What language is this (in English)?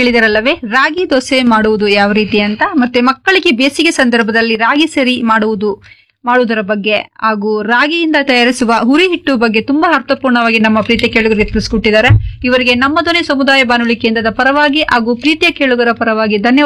Kannada